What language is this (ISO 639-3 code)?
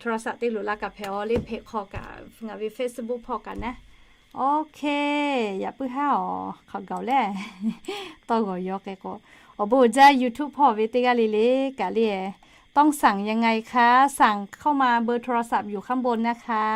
lhu